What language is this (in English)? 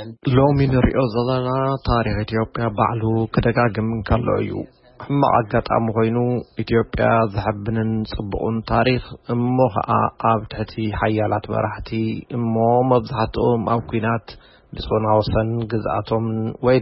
Tigrinya